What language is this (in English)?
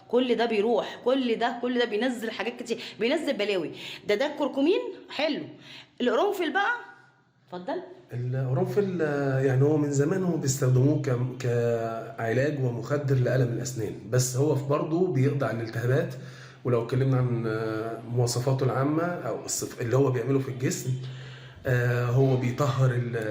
Egyptian Arabic